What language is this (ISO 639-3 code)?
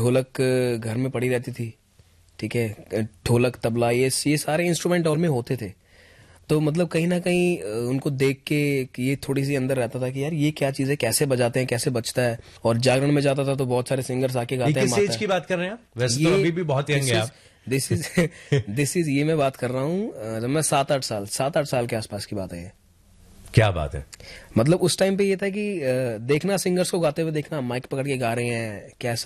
hin